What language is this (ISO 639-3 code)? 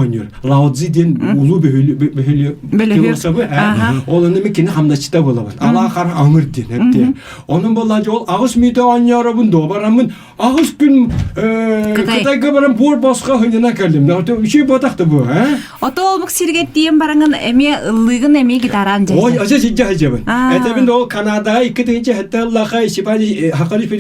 sah